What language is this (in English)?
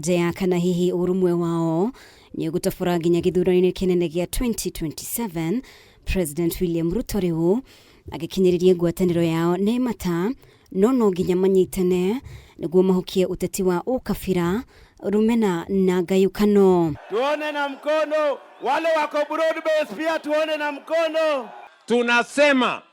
Kikuyu